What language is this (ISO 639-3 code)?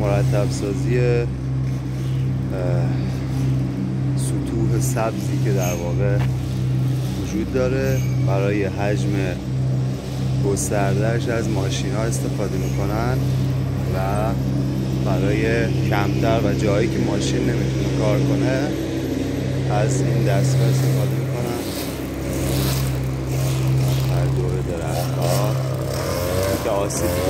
fas